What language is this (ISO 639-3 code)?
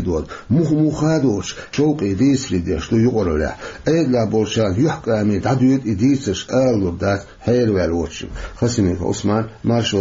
che